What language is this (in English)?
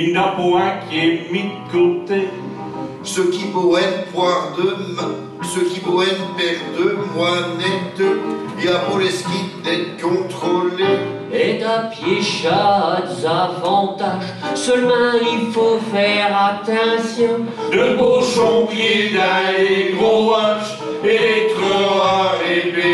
Picard